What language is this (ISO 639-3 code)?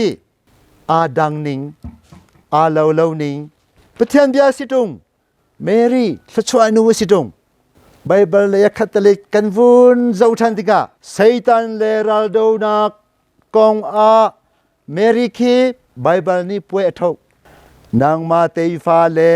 cnh